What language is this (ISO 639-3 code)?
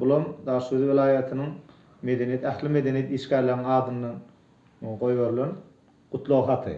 tuk